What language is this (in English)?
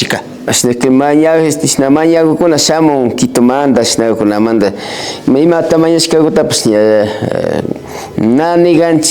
Imbabura Highland Quichua